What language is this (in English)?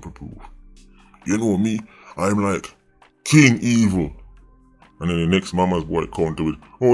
Jamaican Creole English